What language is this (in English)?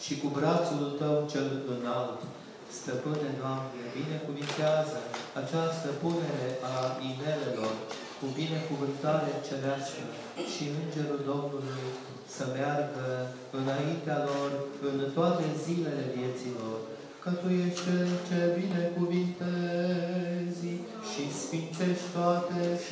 Romanian